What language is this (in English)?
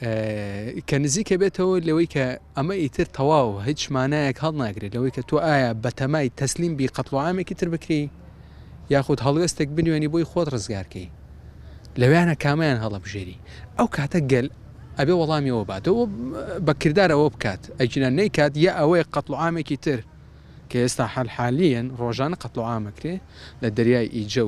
Central Kurdish